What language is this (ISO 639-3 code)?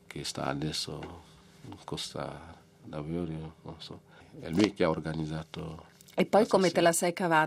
ita